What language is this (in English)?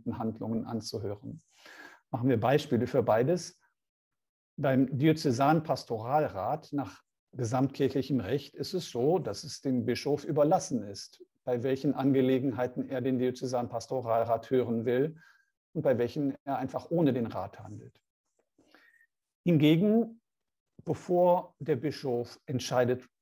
German